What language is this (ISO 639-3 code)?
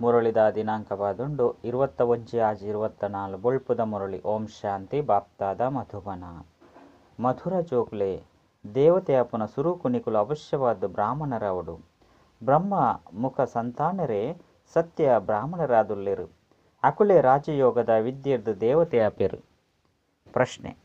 tcy